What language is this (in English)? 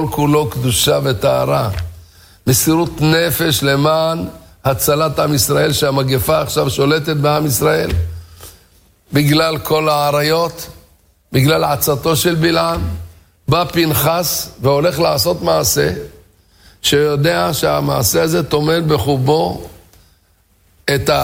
Hebrew